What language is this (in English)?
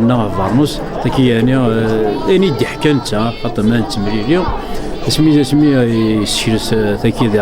Kabyle